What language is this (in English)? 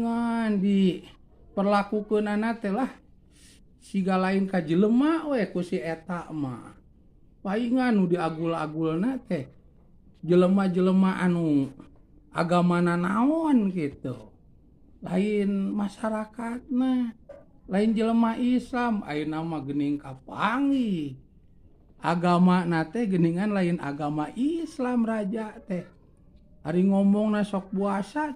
Sundanese